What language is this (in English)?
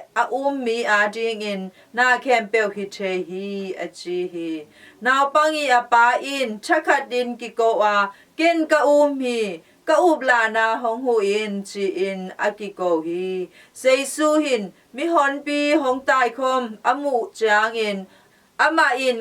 Tedim Chin